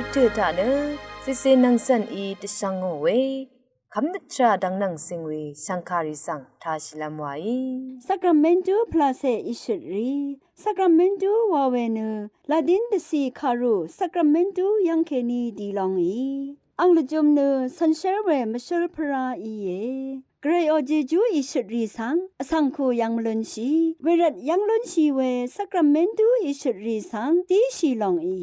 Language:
Rawang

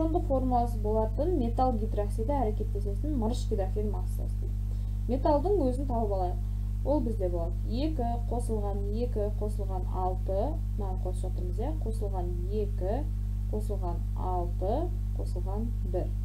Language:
Kazakh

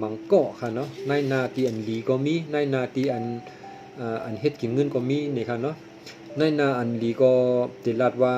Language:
Shan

